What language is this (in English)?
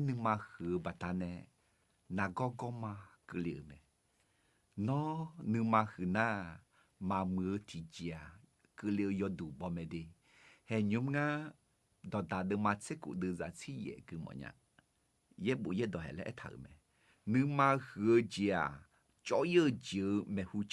Akha